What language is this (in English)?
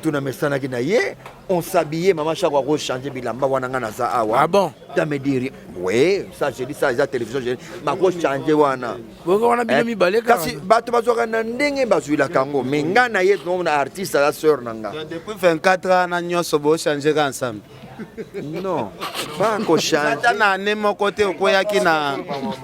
Lingala